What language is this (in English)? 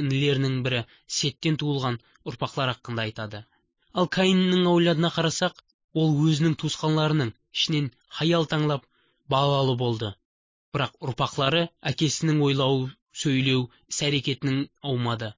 Kara-Kalpak